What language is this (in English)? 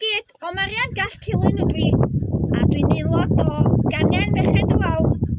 Welsh